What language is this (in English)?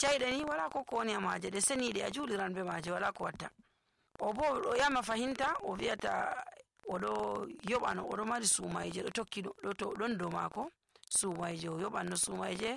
Nigerian Fulfulde